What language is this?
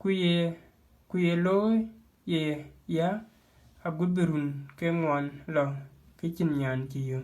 Dinka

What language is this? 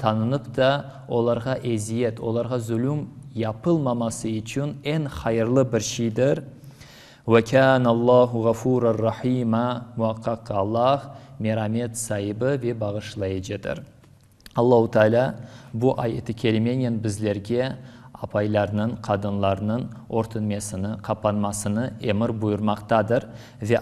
Crimean Tatar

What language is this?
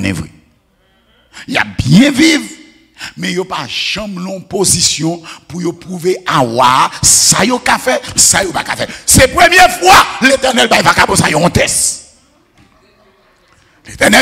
French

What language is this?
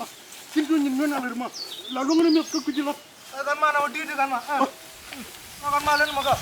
Nuer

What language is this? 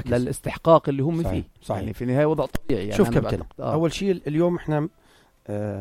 North Levantine Arabic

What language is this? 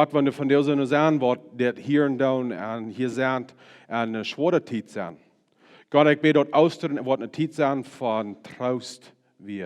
Plautdietsch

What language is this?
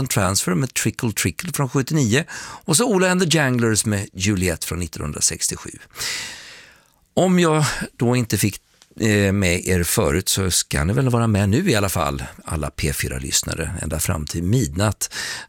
Swedish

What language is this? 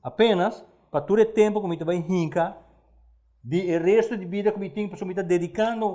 Papiamento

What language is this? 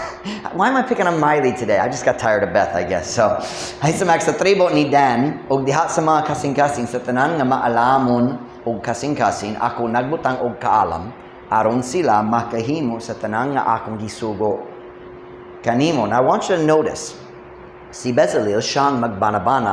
Cebuano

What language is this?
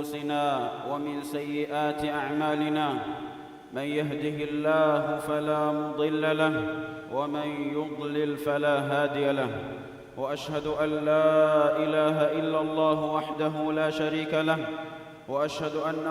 Divehi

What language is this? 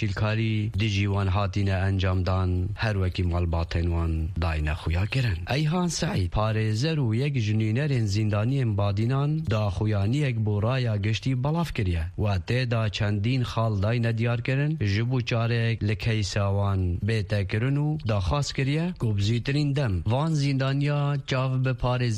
Kurdish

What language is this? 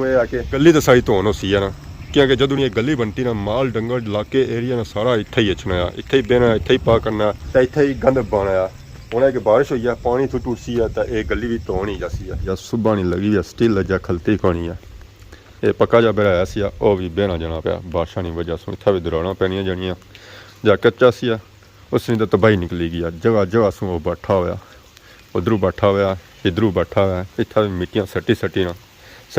Pahari-Potwari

